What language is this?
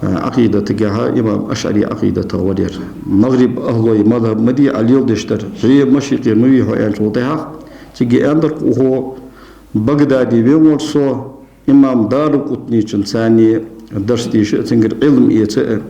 Ingush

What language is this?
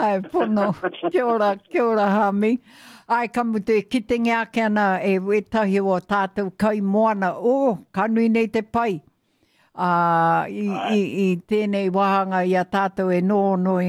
Māori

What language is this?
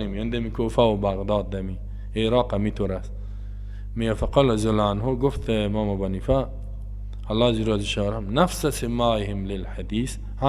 Persian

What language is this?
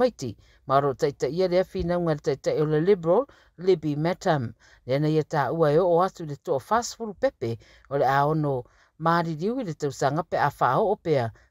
Samoan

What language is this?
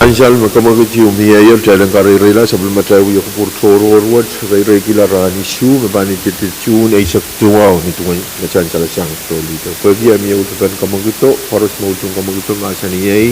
Pohnpeian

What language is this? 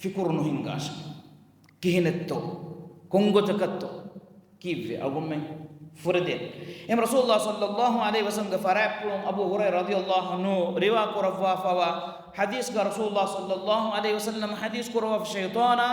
Divehi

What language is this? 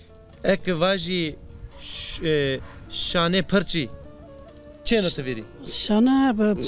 Zaza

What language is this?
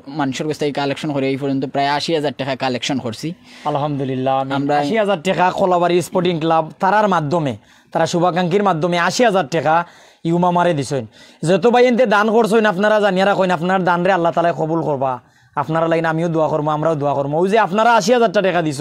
Sylheti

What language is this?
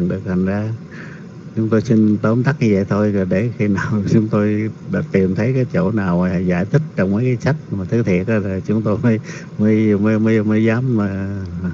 Vietnamese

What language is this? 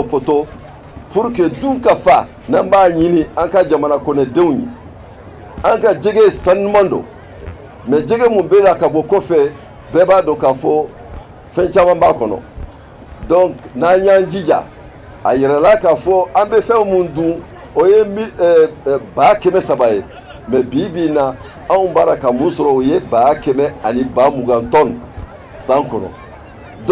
Bambara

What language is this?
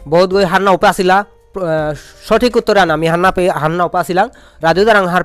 Bishnupriya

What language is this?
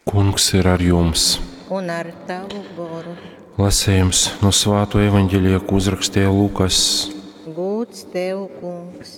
Latgalian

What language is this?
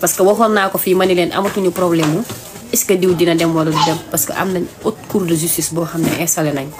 Wolof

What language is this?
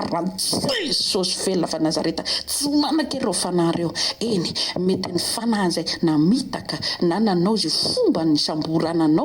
Malagasy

